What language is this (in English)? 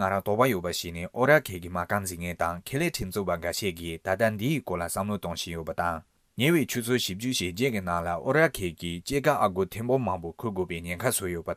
Tibetan